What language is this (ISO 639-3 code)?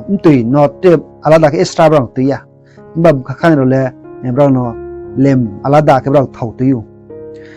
ria